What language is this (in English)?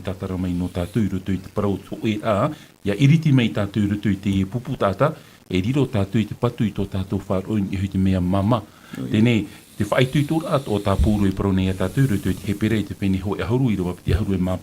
Tahitian